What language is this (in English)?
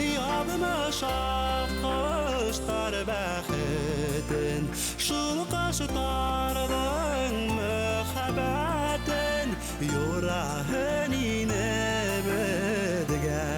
Bashkir